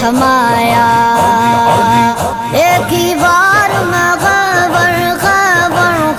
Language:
Urdu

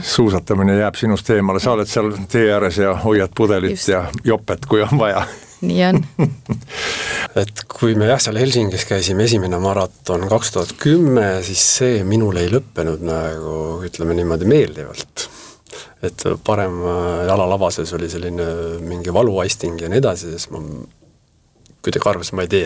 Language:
Estonian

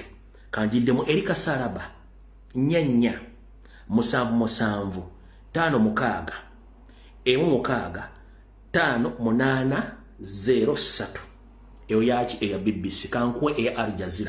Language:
Ganda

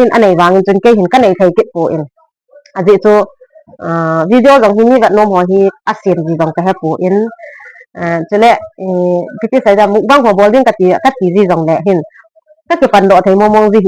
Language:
Thado Chin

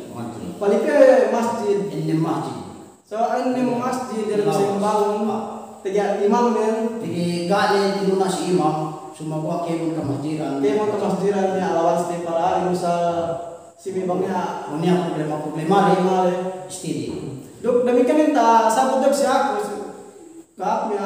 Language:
Yakan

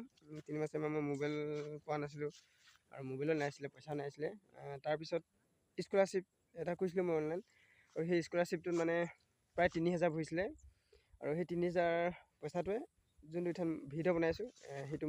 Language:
Assamese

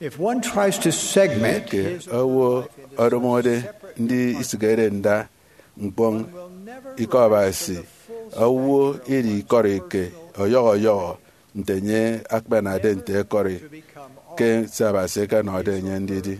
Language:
Efik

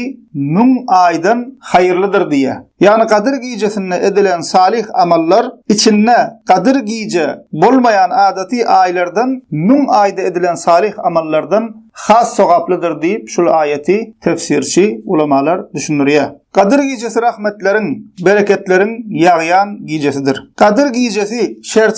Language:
Turkmen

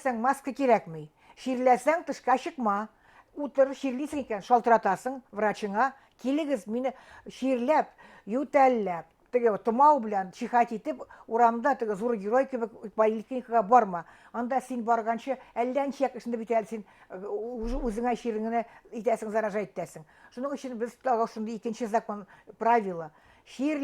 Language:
Bashkir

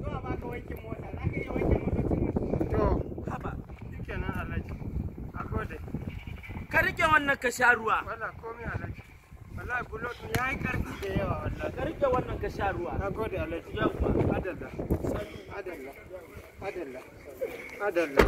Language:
Hausa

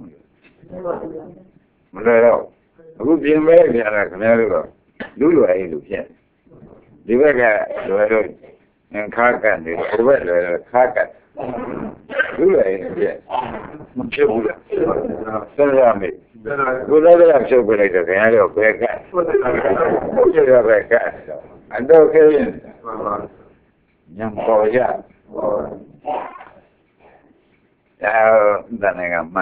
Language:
Burmese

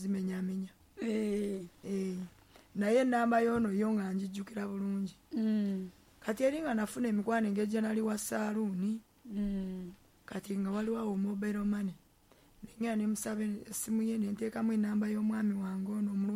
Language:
Ganda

